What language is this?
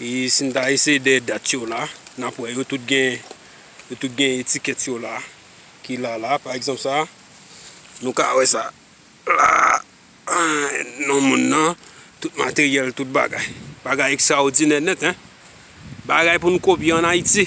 Haitian Creole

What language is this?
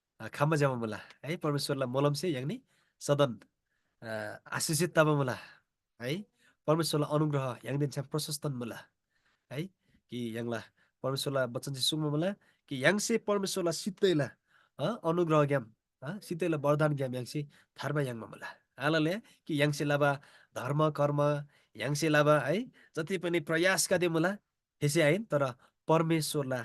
Eastern Tamang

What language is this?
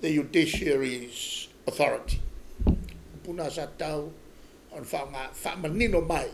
Samoan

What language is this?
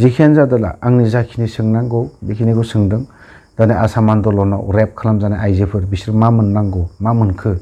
Bodo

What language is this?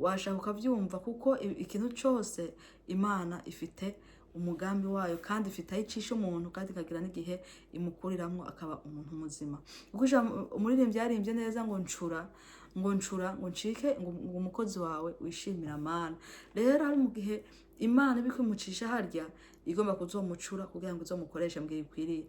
Rundi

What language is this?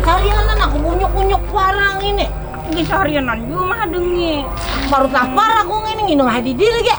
Banjar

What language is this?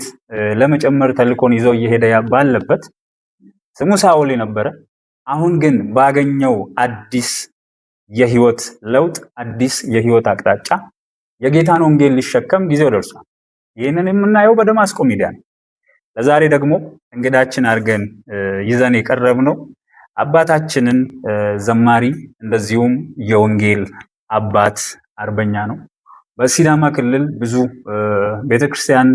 Amharic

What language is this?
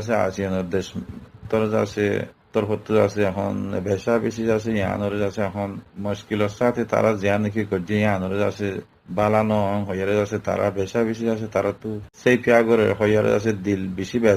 Rohingya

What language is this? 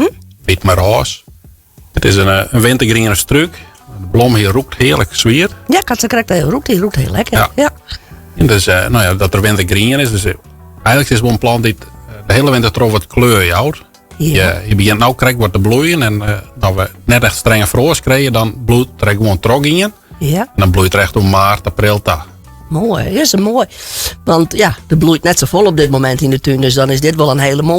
Western Frisian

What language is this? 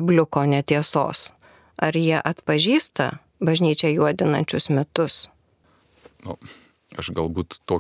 Lithuanian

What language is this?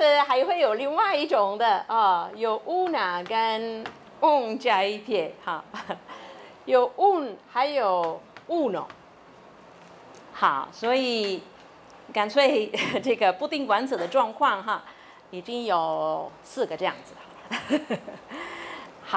Chinese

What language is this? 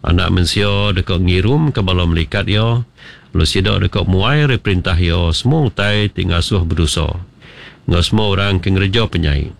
Iban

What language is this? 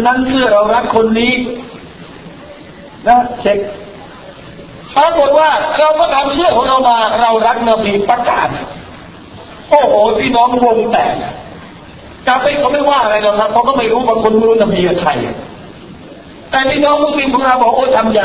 Thai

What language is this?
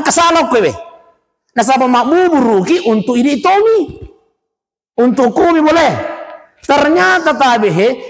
Buginese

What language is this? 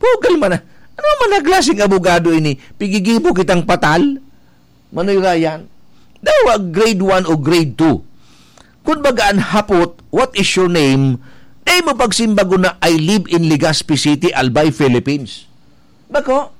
Bikol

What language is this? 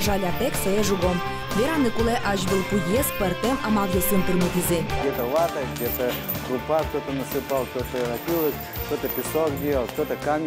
Udmurt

